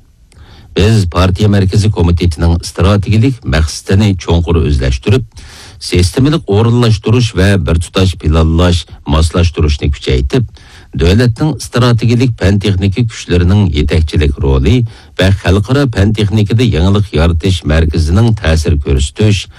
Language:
Uyghur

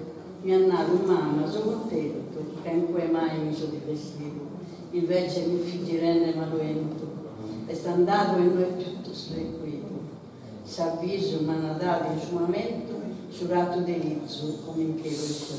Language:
Sardinian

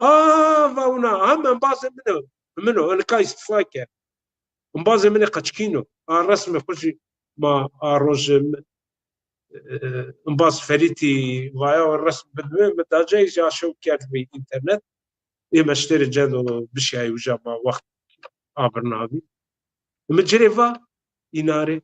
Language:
Zaza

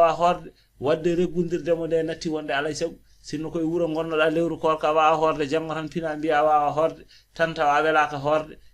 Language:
Fula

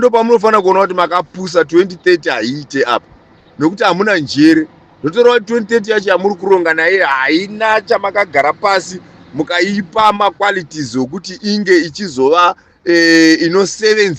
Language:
Shona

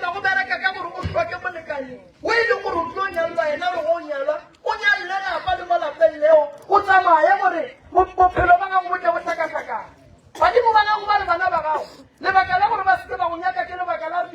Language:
Northern Sotho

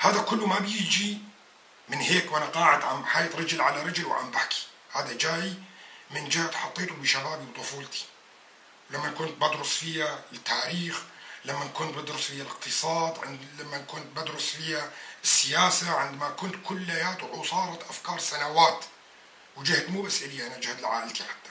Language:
North Levantine Arabic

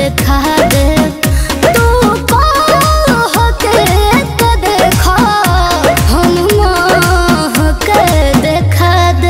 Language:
Bhojpuri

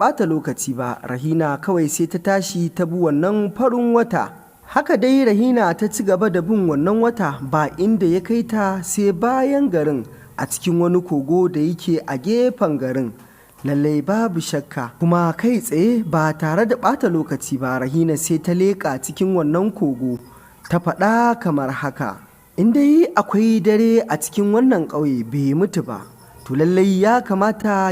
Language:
Hausa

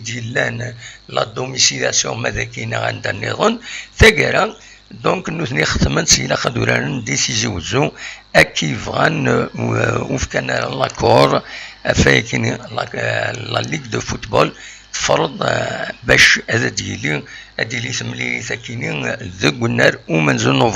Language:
Kabyle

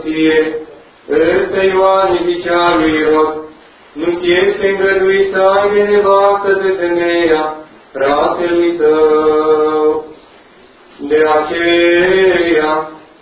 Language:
Romanian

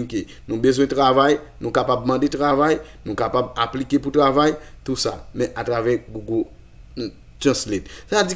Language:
Haitian Creole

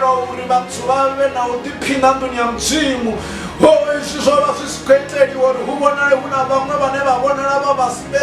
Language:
Venda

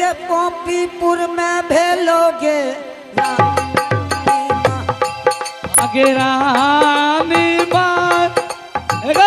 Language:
Angika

